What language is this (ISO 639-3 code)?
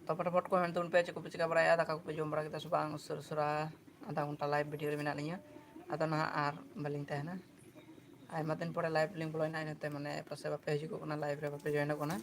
sat